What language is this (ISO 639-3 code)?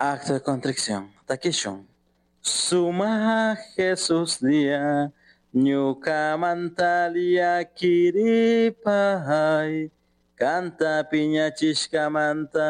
qug